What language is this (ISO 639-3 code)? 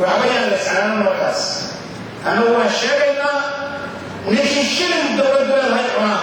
som